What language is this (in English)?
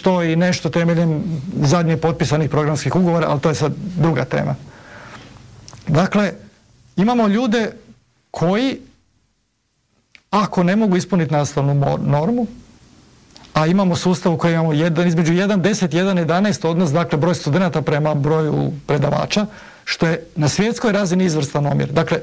Croatian